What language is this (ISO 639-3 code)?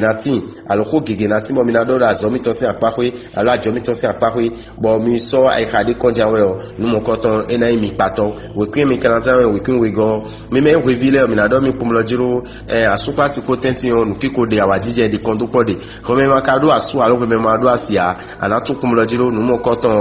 fon